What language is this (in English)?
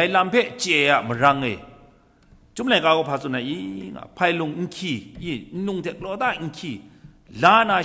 Kachin